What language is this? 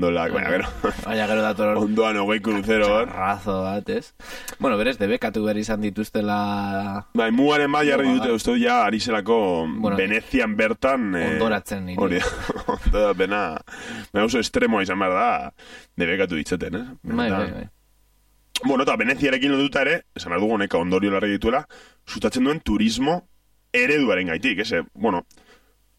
Basque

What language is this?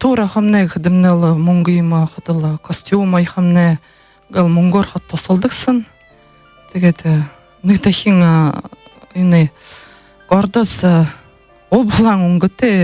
Buriat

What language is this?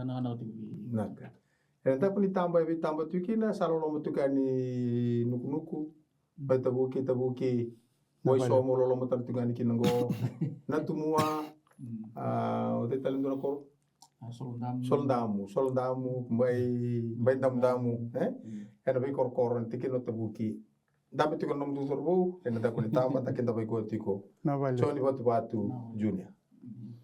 Fijian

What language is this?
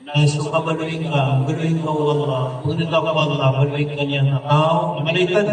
Maranao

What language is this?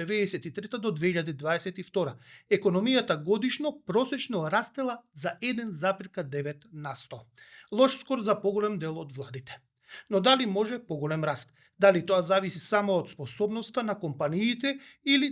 Macedonian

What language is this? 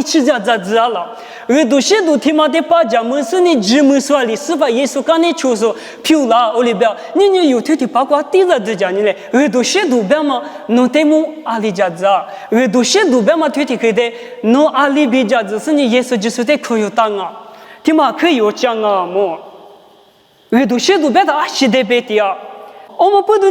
Lisu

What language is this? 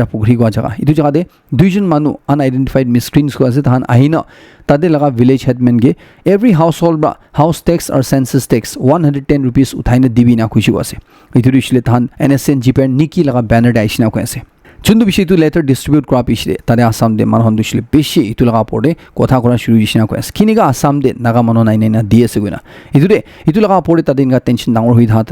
Naga Pidgin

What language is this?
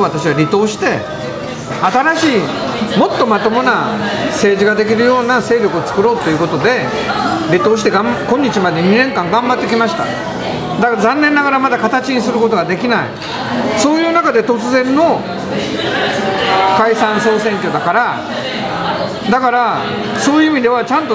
Japanese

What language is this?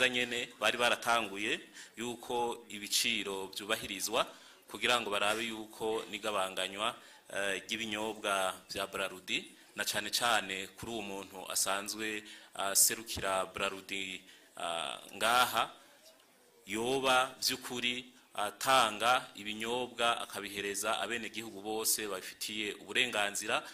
Rundi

